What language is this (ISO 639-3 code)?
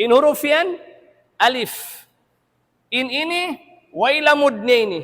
tsg